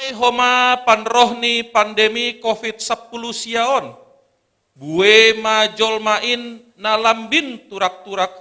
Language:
Batak Simalungun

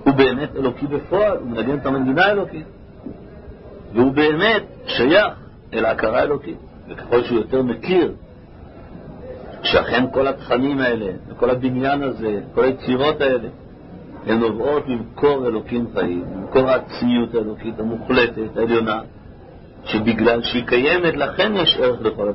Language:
Hebrew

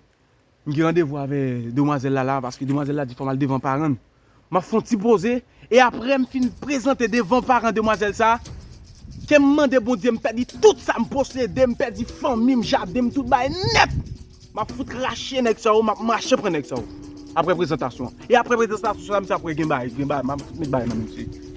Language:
Haitian Creole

